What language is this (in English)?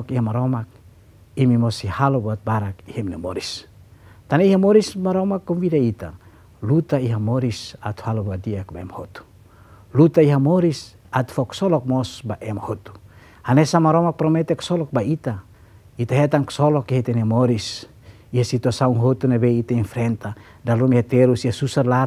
Tetum